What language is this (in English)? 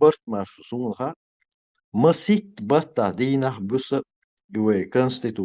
Chechen